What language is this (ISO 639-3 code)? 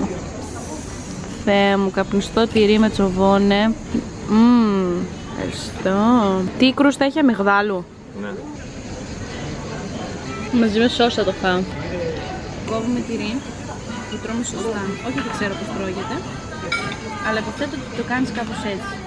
ell